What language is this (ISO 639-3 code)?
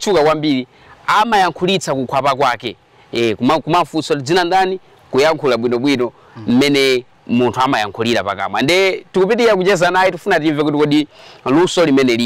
nya